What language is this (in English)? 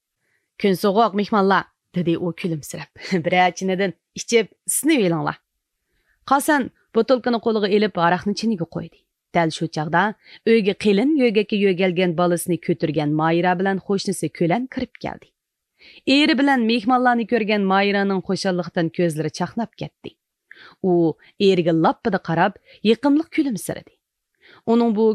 Uyghur